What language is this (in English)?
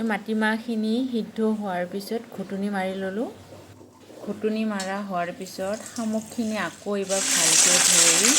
Assamese